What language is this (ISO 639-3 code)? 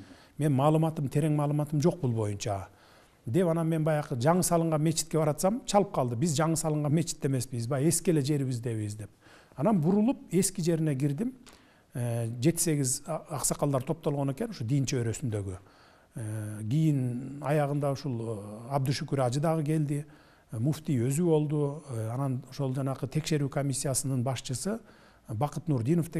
kir